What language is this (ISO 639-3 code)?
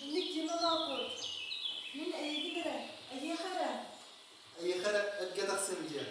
sah